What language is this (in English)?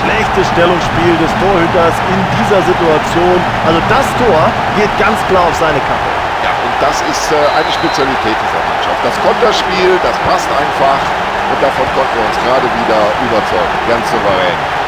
Bavarian